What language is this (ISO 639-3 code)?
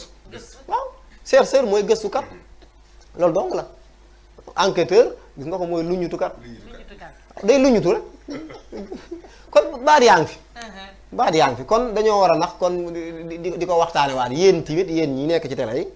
wol